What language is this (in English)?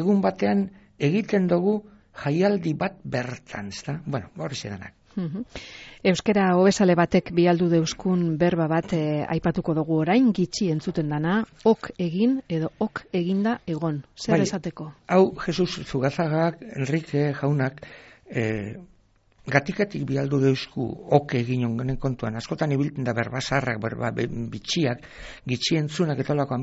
Basque